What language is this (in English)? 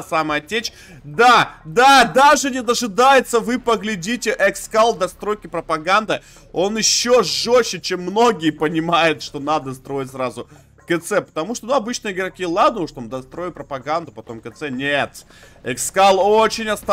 Russian